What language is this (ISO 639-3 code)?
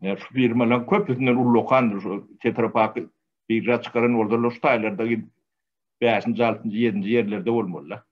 tuk